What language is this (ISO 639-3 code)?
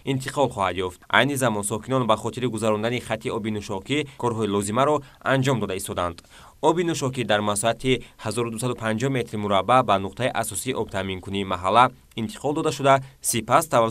tgk